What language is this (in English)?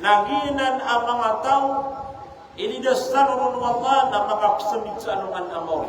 Maranao